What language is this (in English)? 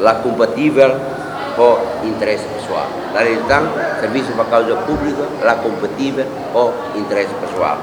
Tetum